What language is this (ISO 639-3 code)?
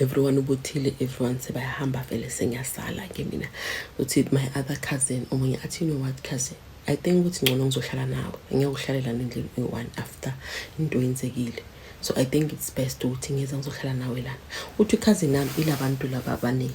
zul